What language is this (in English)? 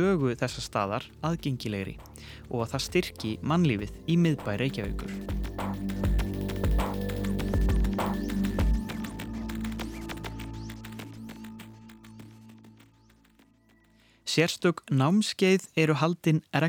Icelandic